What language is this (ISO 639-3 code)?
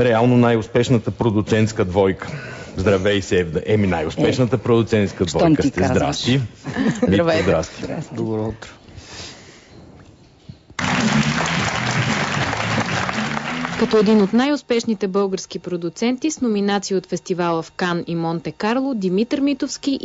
bul